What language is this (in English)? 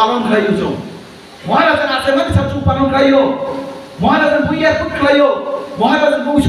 Kok Borok